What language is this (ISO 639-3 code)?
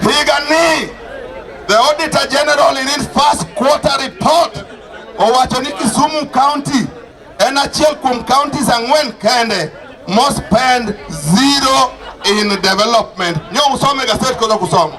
luo